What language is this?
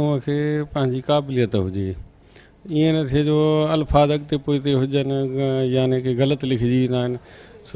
Sindhi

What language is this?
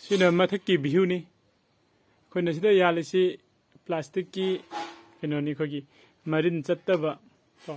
Manipuri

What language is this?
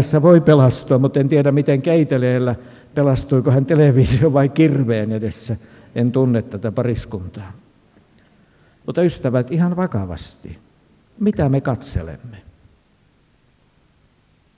Finnish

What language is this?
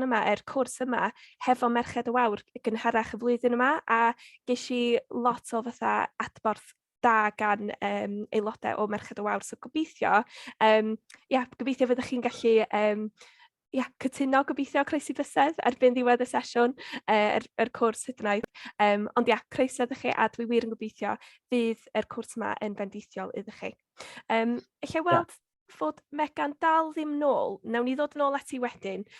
Welsh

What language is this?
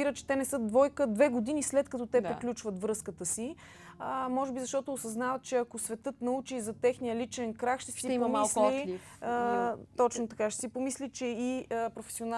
Bulgarian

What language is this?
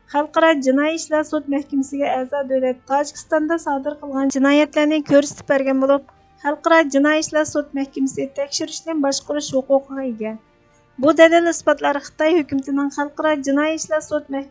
Uyghur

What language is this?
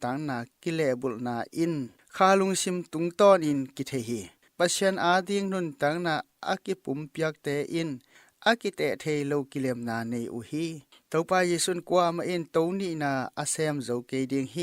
Tedim Chin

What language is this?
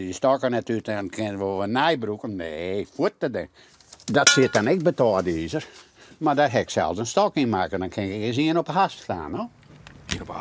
Western Frisian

